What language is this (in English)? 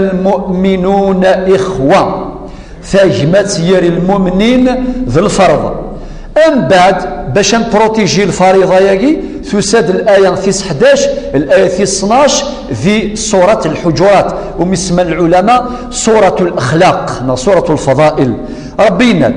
Kabyle